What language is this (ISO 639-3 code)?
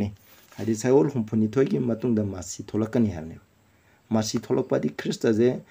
mni